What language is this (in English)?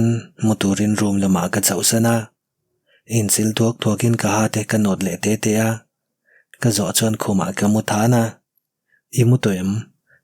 Mizo